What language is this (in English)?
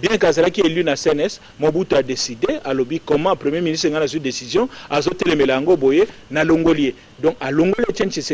Lingala